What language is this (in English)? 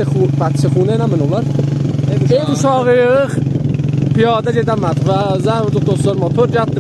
South Azerbaijani